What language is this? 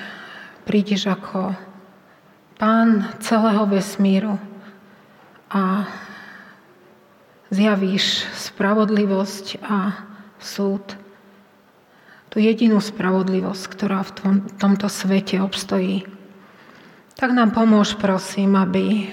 Slovak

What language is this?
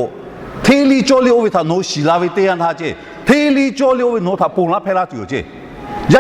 Lahu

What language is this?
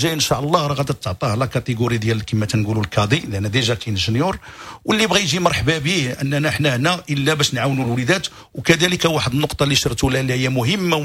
Moroccan Arabic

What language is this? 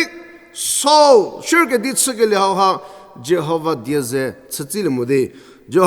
Angami Naga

